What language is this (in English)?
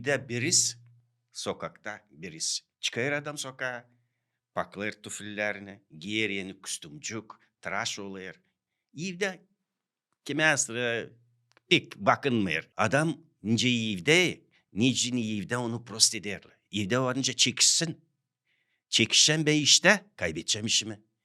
Gagauz